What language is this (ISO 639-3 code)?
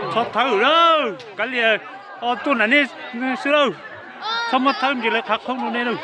hmn